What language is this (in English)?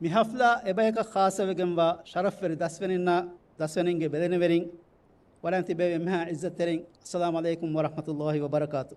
Divehi